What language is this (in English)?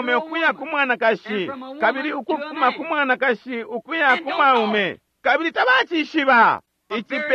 Bemba